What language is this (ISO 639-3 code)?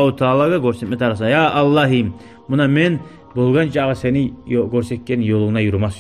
kum